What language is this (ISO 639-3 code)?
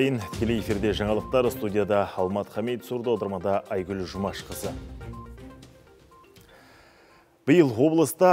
kaz